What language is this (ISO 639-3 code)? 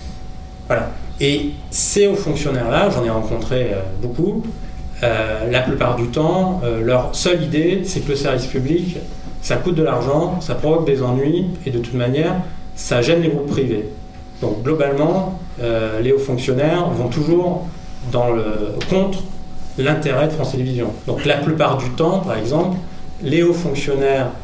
fra